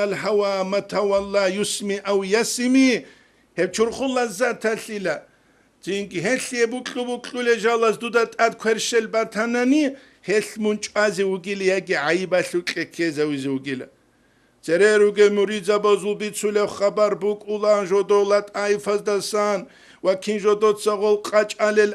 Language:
Avaric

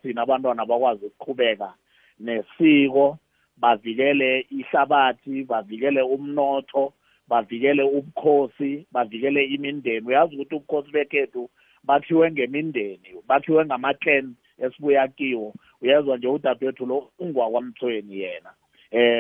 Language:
South Ndebele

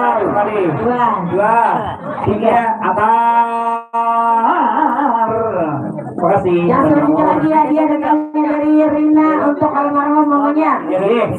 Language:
Banjar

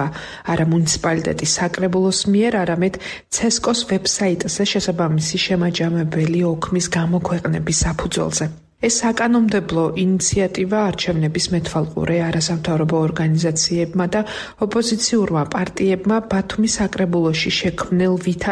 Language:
Georgian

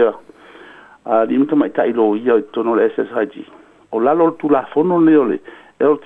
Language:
Samoan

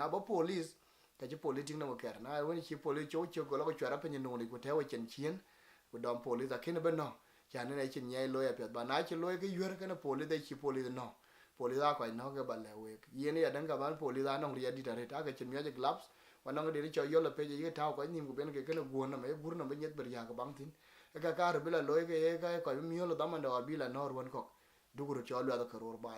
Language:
Dinka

